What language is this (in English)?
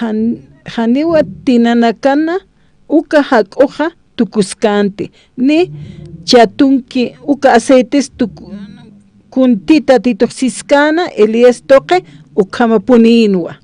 Aymara